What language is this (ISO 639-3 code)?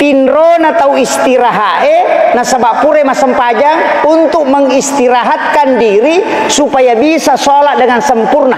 bug